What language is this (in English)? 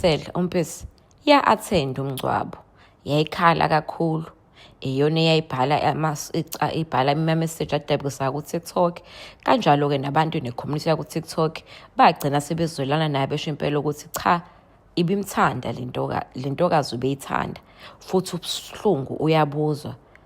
Zulu